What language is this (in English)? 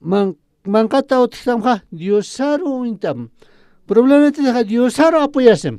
Aymara